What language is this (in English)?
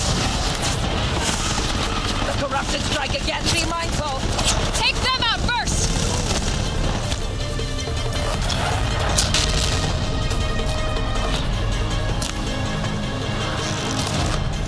English